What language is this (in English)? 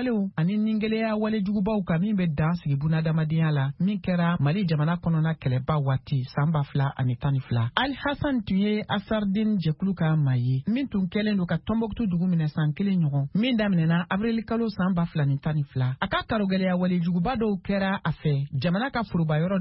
Bambara